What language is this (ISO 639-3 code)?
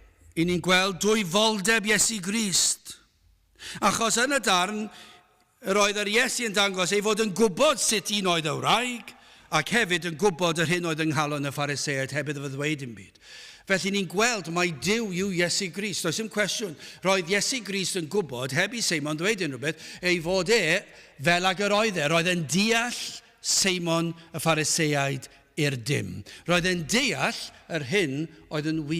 cym